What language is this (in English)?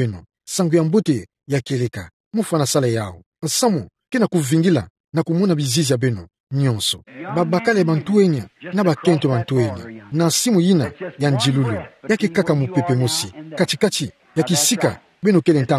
Kituba (Democratic Republic of Congo)